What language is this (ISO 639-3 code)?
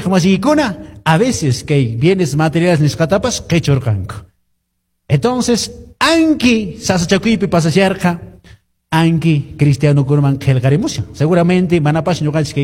que